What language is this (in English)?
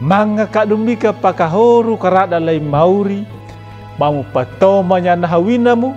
Anakalangu